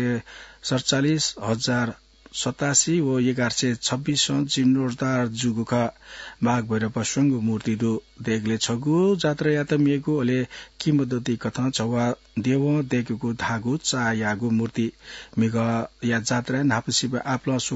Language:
Newari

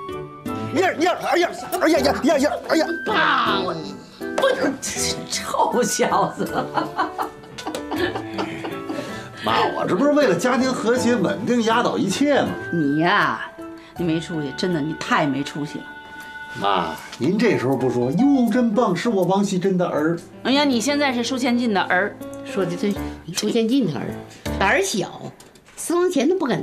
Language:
Chinese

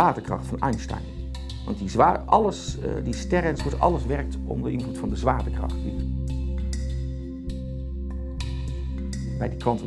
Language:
Dutch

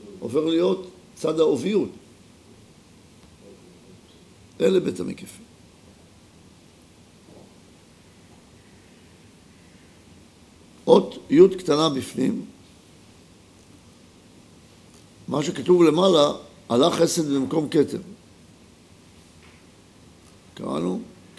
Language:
Hebrew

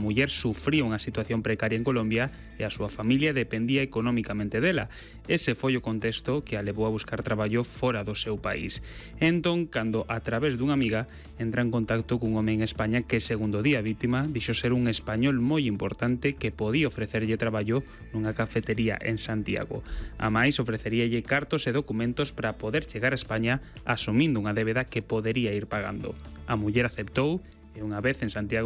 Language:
Galician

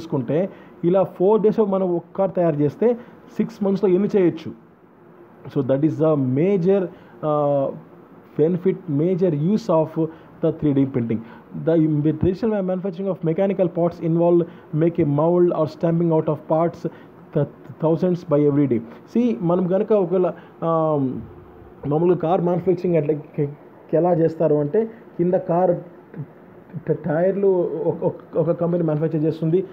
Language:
Telugu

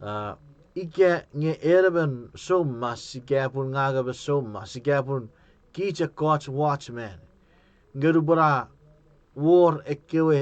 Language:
Chuukese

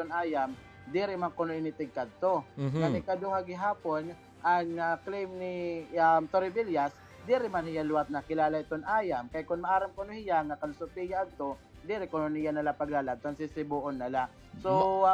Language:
Waray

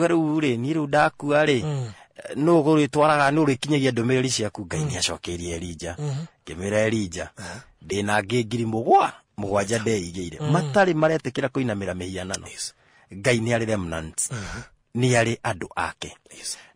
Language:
Kikuyu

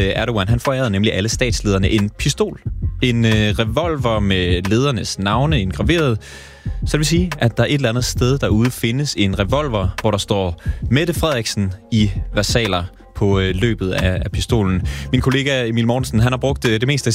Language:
Danish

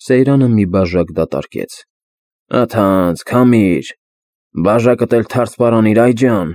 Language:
Armenian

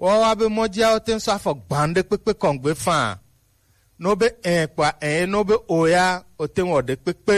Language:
Gen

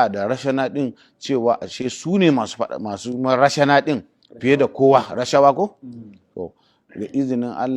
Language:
Hausa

